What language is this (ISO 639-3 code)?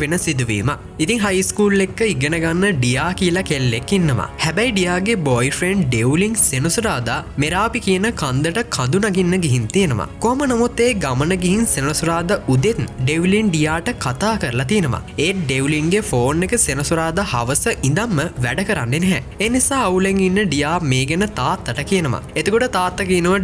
sin